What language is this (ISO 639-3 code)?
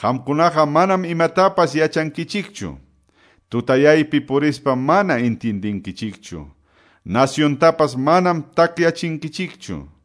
que